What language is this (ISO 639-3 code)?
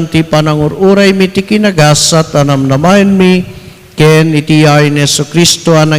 ilo